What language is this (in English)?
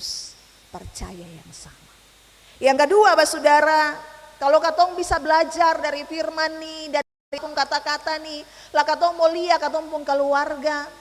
Ambonese Malay